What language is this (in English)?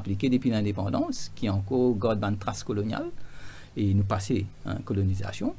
Morisyen